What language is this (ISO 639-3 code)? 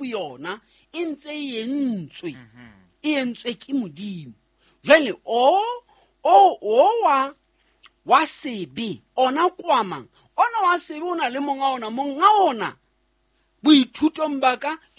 sot